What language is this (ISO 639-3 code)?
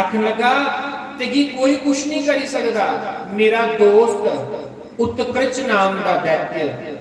doi